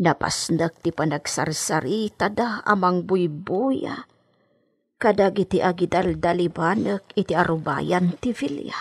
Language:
Iloko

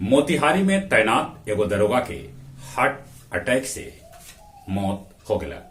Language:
Magahi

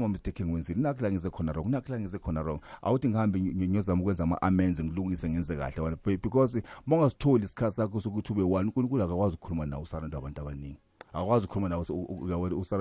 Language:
South Ndebele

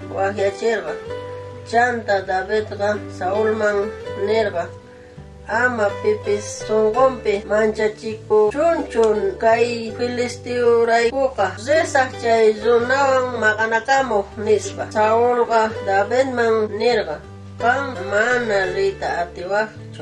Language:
South Bolivian Quechua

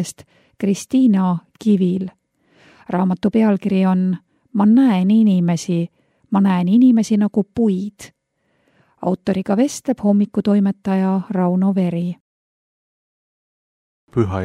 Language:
Estonian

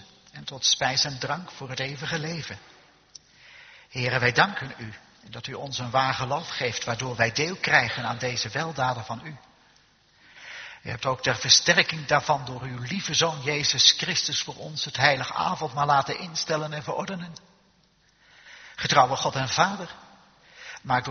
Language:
Dutch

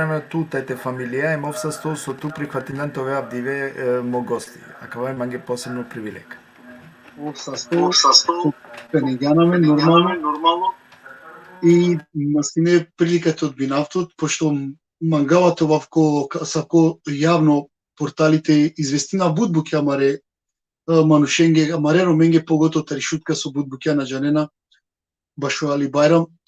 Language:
Balkan Romani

